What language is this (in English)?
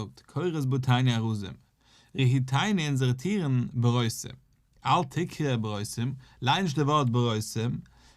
Yiddish